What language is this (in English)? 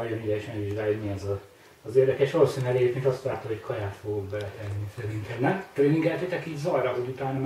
Hungarian